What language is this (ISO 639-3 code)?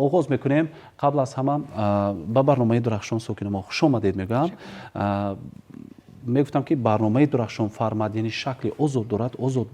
tgk